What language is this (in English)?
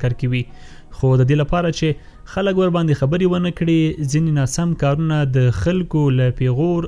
Pashto